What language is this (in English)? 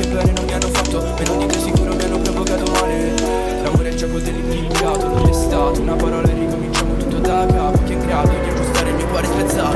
Italian